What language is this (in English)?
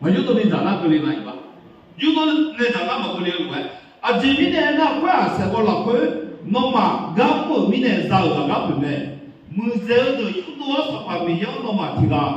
Akha